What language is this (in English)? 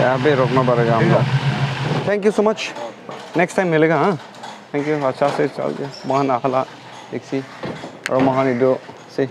Naga Pidgin